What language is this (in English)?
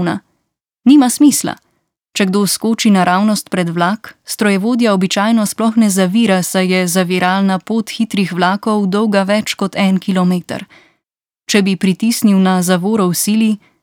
Slovenian